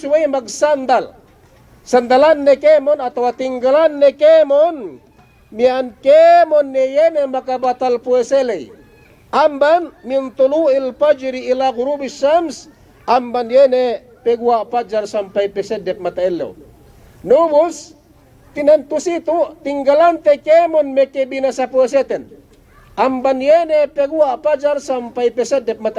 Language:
Yakan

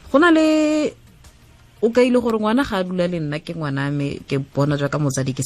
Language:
Tswana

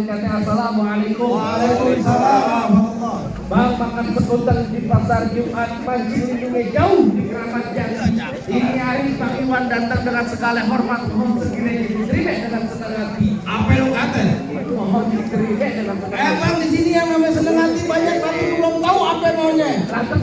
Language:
Betawi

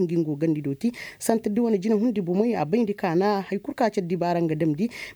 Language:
Koyraboro Senni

